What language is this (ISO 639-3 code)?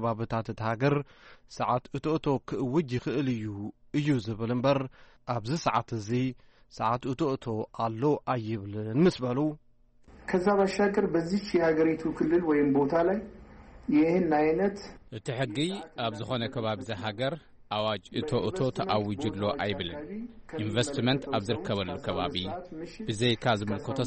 tir